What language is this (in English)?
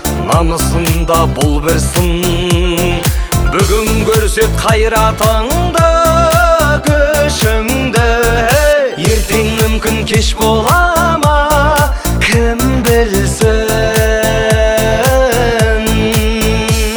Kazakh